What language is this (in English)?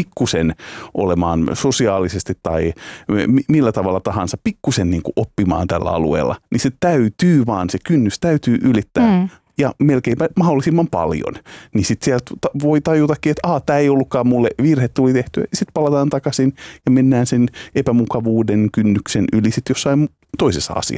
Finnish